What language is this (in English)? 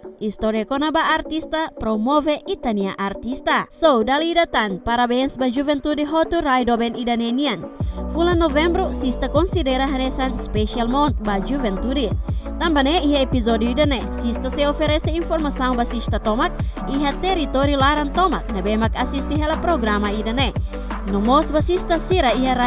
Tetum